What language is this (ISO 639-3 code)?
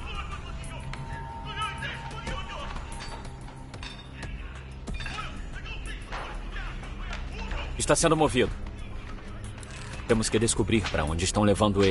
por